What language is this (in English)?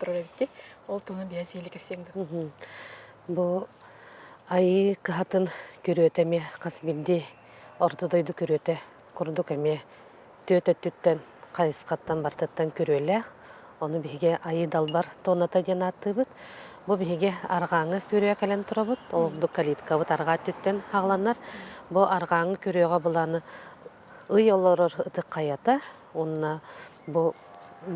Yakut